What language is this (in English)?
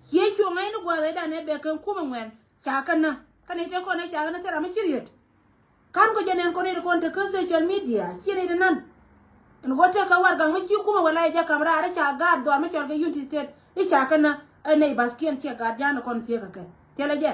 Nuer